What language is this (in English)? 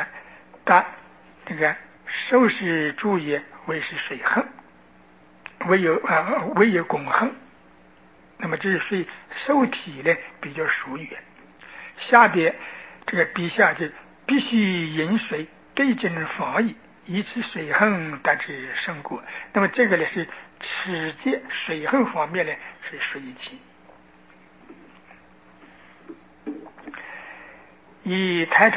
Chinese